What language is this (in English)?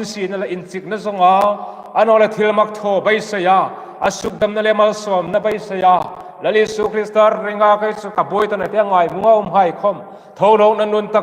Hmar